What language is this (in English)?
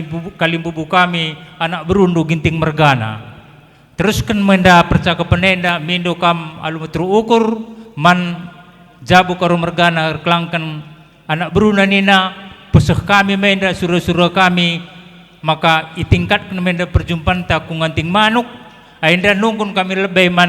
Batak Karo